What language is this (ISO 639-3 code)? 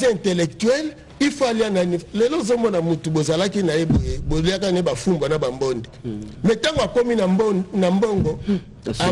lin